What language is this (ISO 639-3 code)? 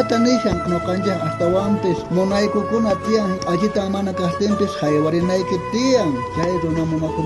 quh